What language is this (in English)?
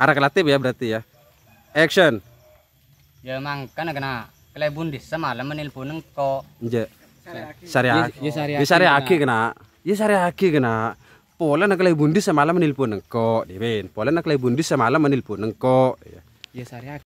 Madurese